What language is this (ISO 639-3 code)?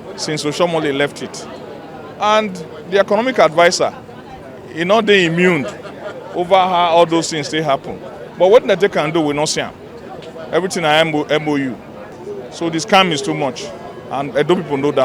pcm